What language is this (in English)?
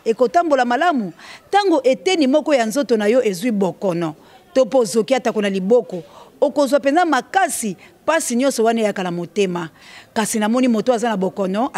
Lingala